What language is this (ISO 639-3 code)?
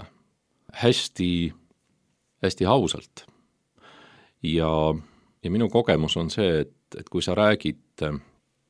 est